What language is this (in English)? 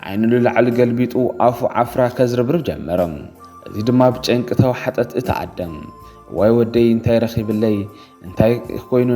Tigrinya